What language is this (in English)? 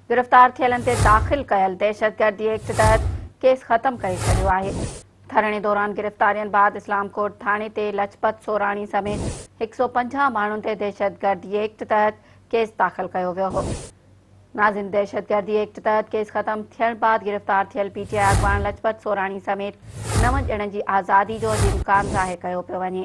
Sindhi